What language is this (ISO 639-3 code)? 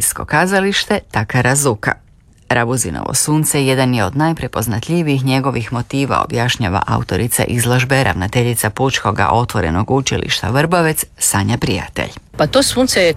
hrv